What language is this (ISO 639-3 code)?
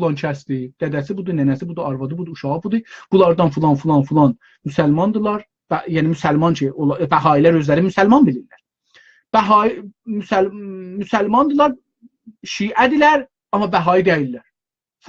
azb